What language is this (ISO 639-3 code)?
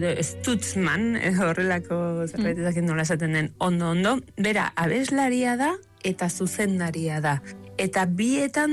eus